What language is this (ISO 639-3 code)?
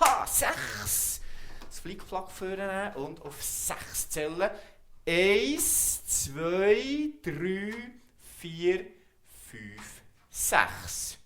gsw